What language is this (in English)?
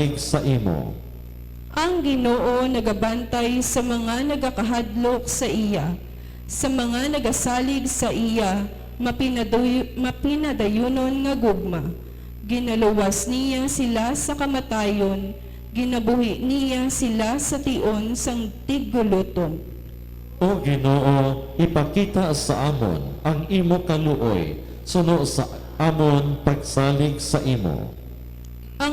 Hiligaynon